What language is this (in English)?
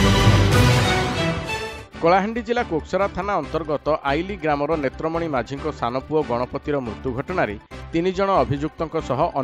Odia